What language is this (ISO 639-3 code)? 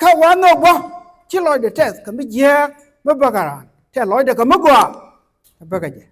nus